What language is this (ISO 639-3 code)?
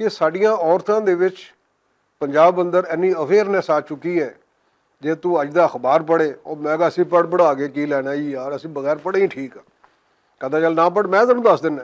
lah